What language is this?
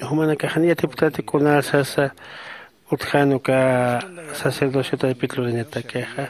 Aymara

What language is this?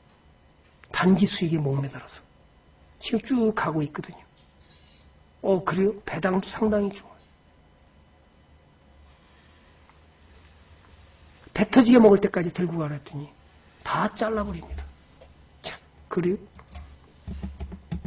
Korean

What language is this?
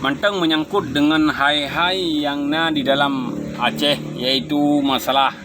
Achinese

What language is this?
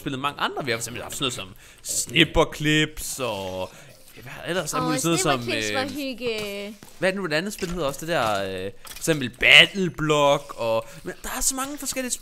Danish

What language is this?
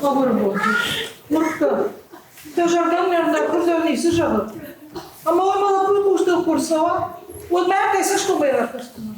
Ossetic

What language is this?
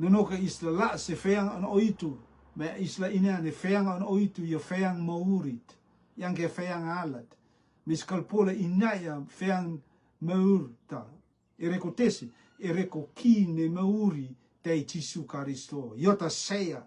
Rotuman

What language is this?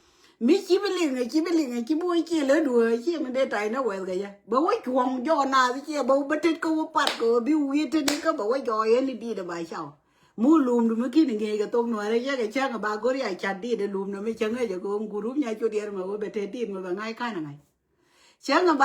Nuer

